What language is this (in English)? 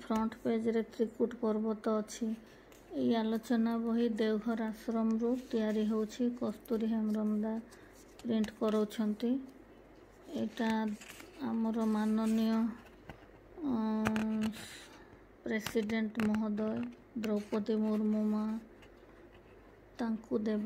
Odia